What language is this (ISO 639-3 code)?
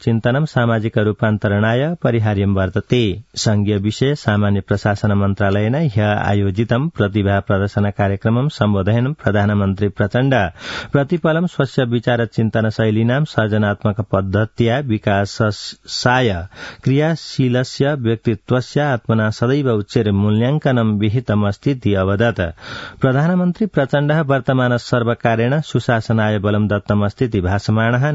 san